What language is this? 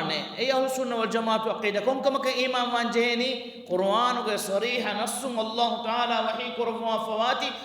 Divehi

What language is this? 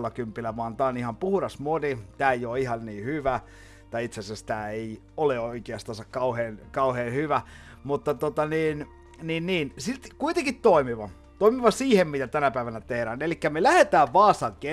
Finnish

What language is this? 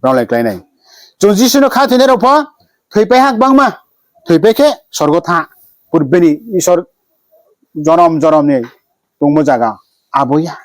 Riang (India)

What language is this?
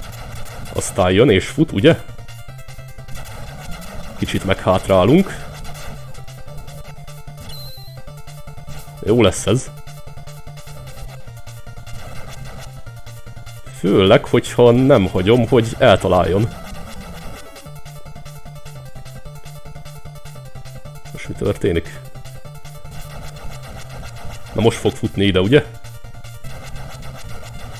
Hungarian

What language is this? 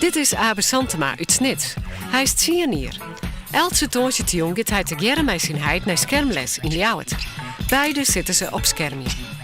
Western Frisian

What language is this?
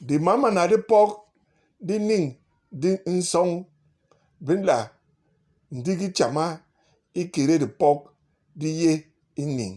Basaa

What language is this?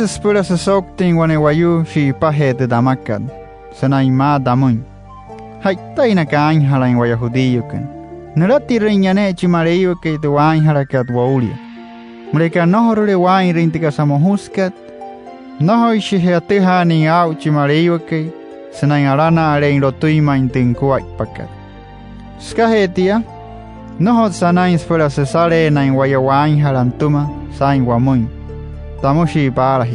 Wayuu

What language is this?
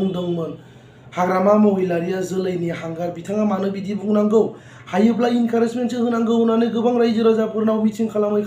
Bodo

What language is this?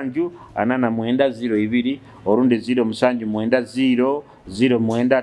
Nyoro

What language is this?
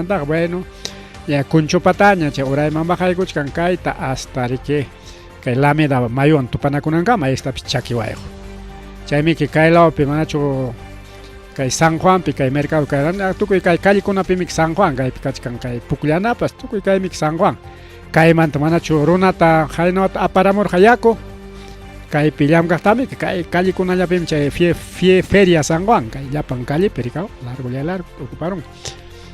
Ayacucho Quechua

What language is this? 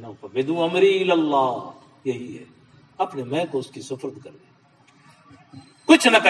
Urdu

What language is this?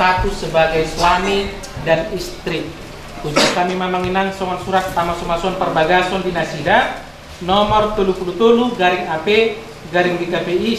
Batak Toba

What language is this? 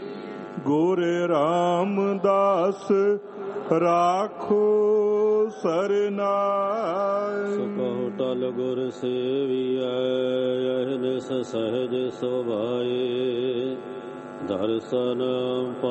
Punjabi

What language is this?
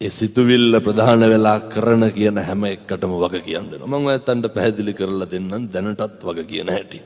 Sinhala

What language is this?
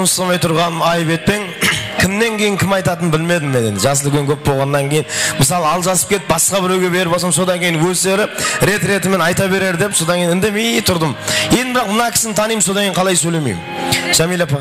Kara-Kalpak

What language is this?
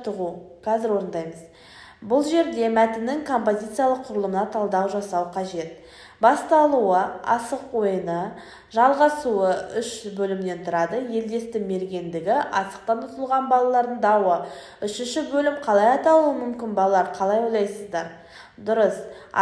Kazakh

